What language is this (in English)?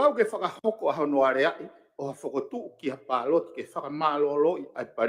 Tongan